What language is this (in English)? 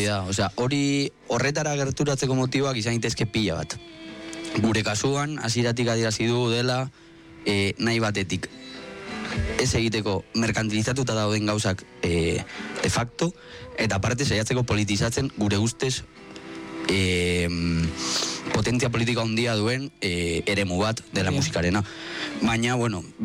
Basque